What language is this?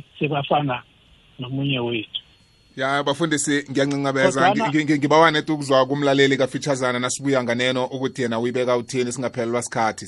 South Ndebele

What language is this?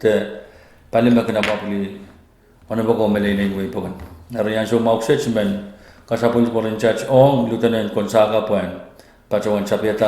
Pohnpeian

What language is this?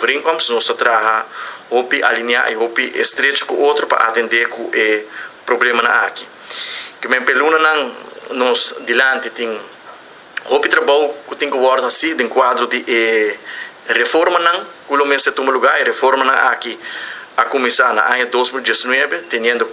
Papiamento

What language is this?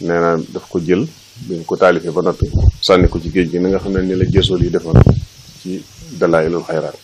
Wolof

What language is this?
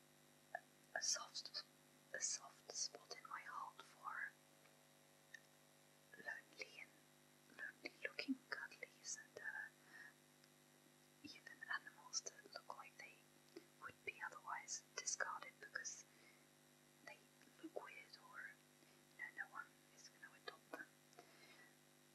English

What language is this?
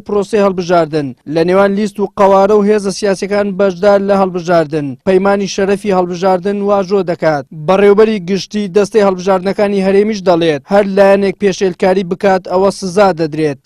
Central Kurdish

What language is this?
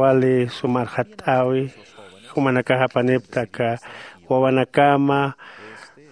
Aymara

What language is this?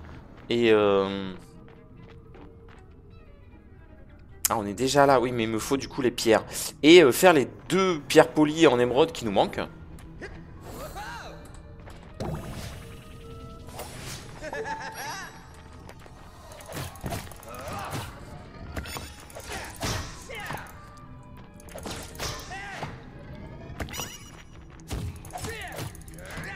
French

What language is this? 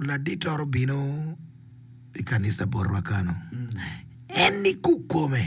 Acoli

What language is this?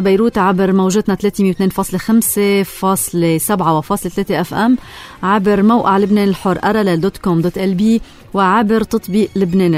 North Levantine Arabic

